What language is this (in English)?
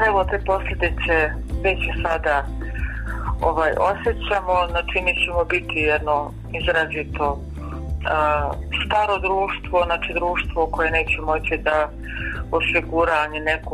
Bosnian